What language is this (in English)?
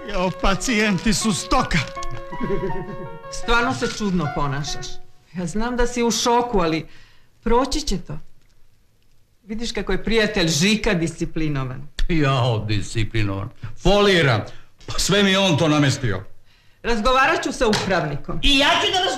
Serbian